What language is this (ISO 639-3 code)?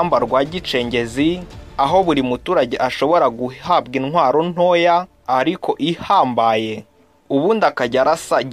kin